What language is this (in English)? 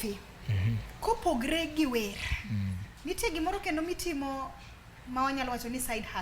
Luo (Kenya and Tanzania)